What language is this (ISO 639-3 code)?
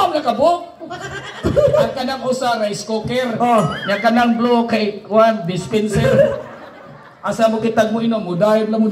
ceb